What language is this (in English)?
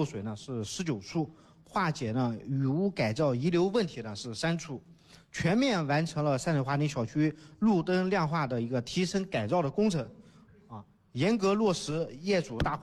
Chinese